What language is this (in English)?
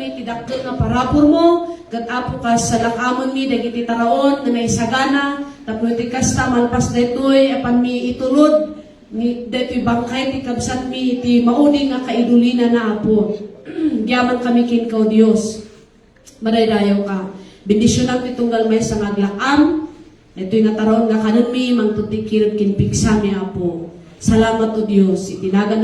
Iloko